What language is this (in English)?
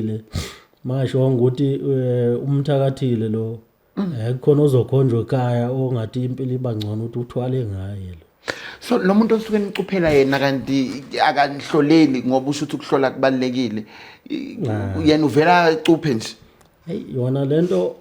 Zulu